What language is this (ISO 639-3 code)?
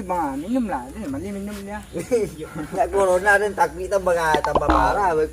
min